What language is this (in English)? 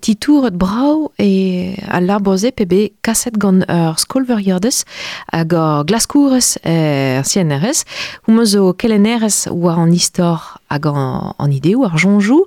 Breton